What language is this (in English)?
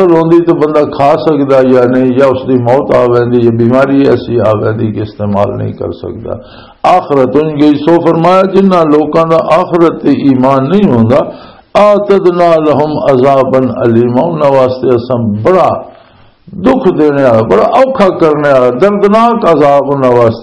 Western Panjabi